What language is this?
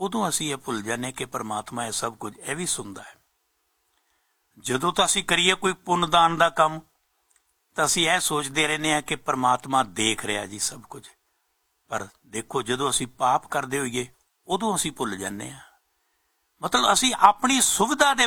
Punjabi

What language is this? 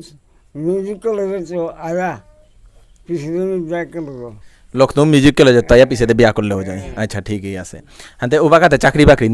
Bishnupriya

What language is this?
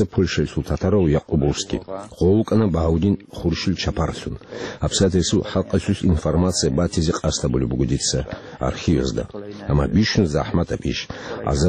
Avaric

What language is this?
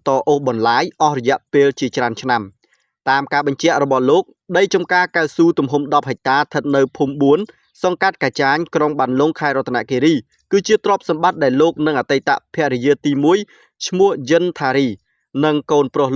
Khmer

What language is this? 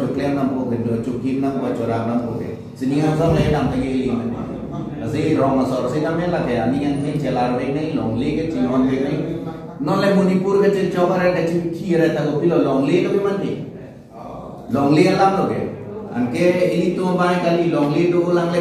Karbi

